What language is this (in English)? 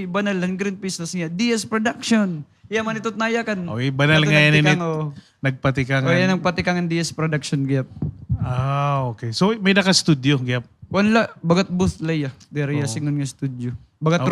Waray